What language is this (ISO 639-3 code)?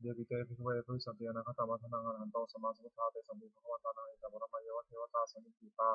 pli